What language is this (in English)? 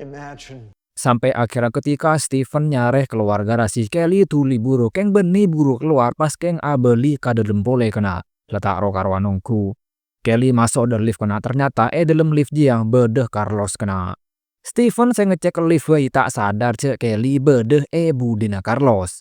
Madurese